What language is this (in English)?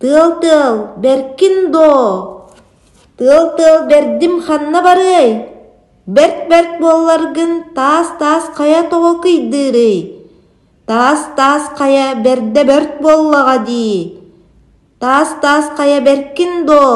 Yakut